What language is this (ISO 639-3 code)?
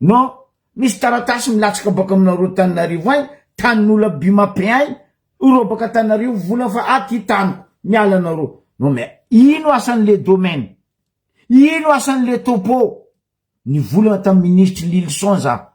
mlg